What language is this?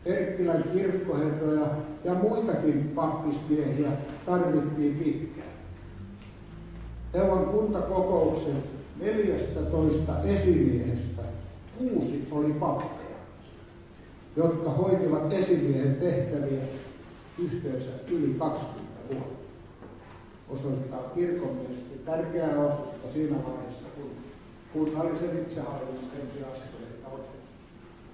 Finnish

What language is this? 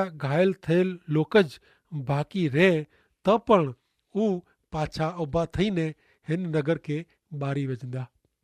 Kachhi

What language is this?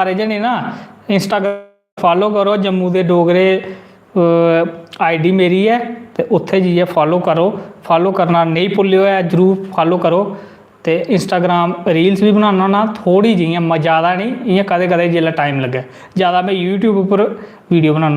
Dogri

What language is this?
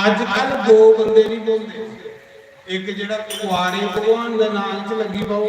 Dogri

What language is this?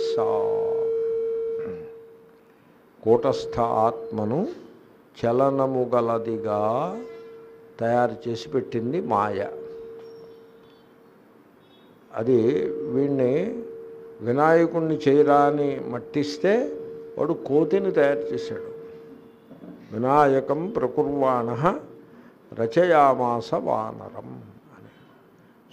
Telugu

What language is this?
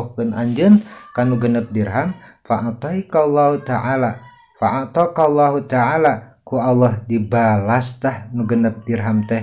Sundanese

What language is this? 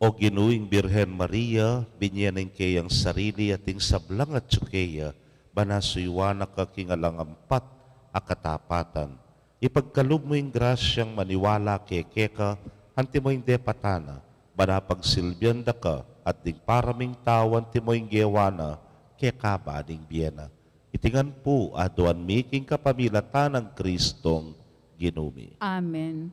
Pampanga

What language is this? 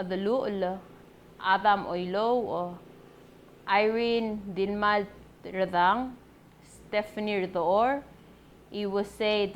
Palauan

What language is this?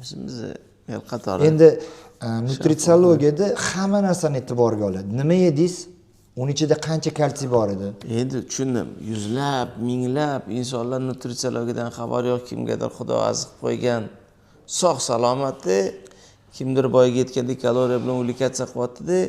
Uzbek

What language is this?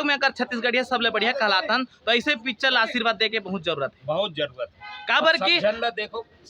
Chhattisgarhi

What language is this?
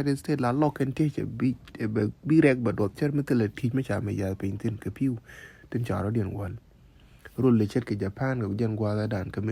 Nuer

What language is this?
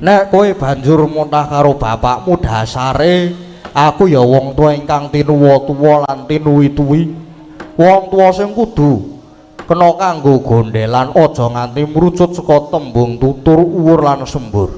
Javanese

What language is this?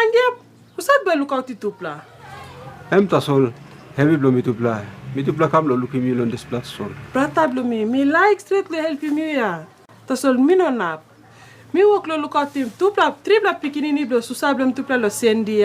Tok Pisin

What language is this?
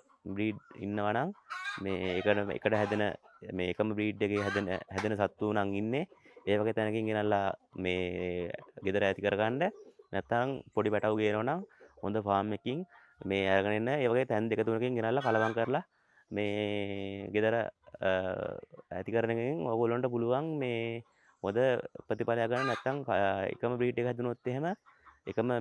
Sinhala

